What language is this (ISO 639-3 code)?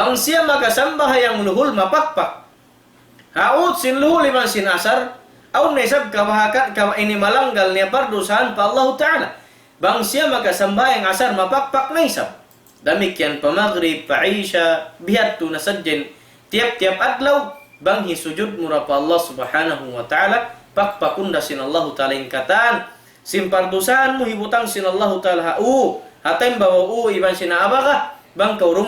tsg